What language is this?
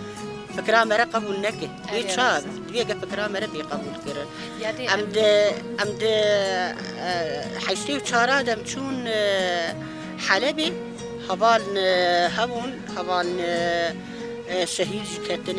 Kurdish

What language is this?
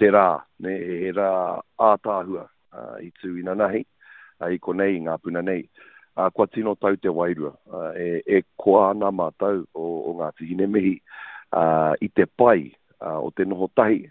Māori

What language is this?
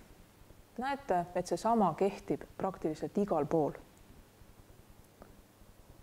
Estonian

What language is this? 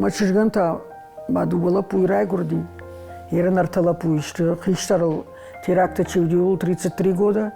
Ossetic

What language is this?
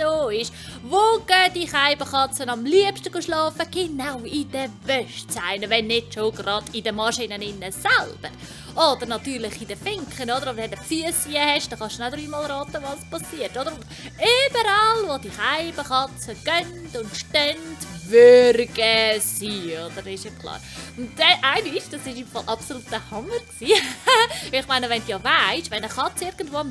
Swiss German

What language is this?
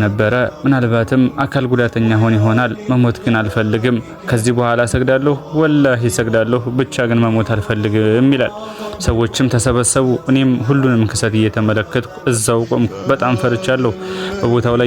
Amharic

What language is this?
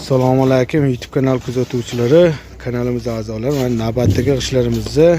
Uzbek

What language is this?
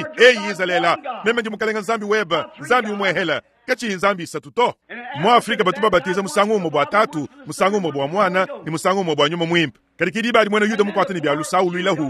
Luba-Lulua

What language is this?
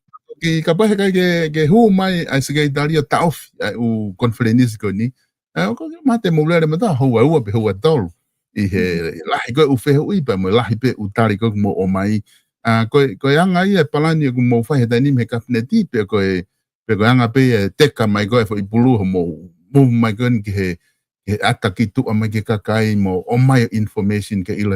Tongan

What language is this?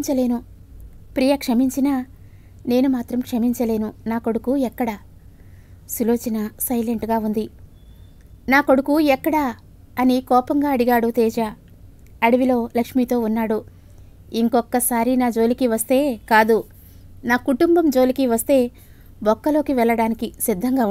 Telugu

